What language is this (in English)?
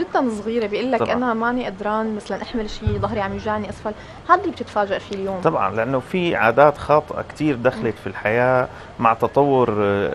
North Levantine Arabic